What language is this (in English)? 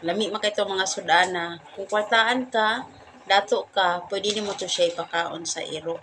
Cebuano